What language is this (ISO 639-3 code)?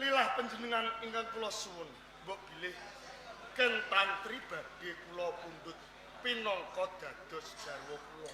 jav